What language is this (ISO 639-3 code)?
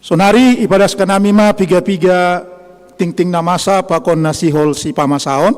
bts